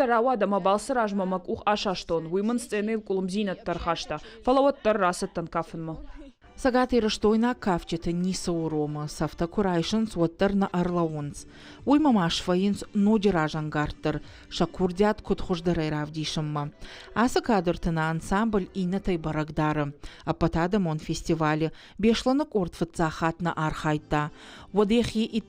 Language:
Ossetic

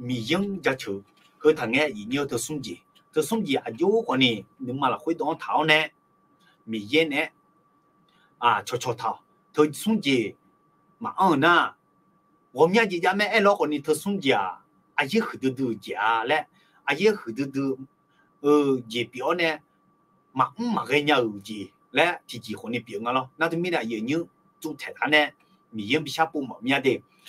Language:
Akha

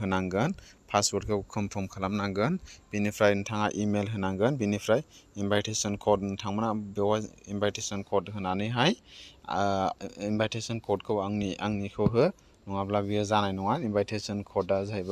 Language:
Bodo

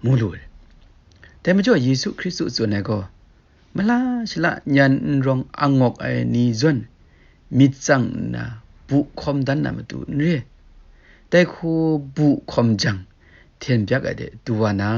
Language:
Kachin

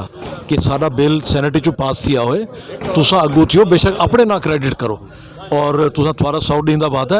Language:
Saraiki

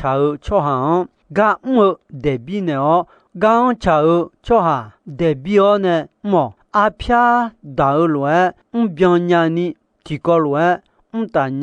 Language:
Akha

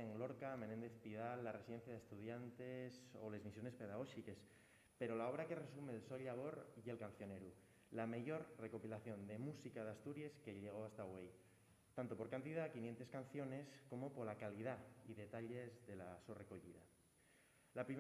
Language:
Asturian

